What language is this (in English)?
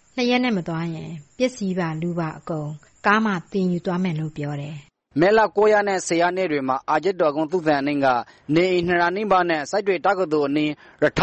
Burmese